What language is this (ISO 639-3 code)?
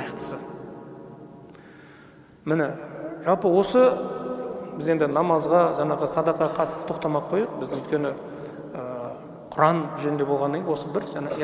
kaz